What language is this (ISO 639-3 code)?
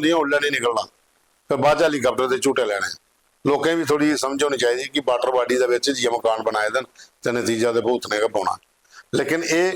doi